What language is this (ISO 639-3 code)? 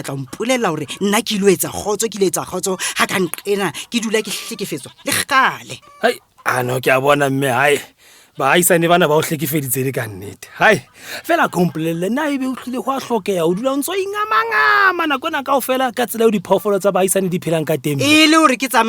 sot